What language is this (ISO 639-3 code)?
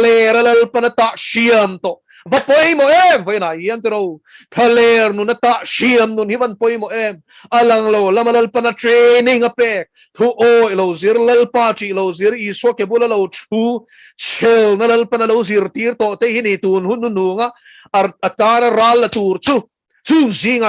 lus